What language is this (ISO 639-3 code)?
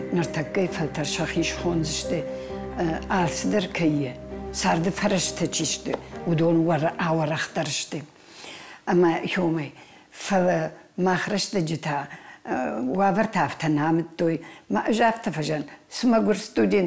oss